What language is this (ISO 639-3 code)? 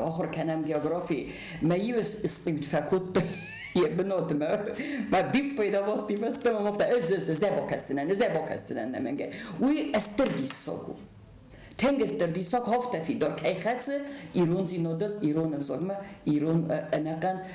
oss